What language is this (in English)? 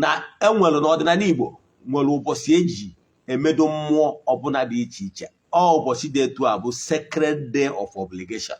Igbo